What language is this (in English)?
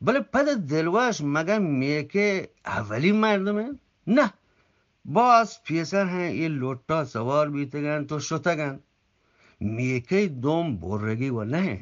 Eastern Balochi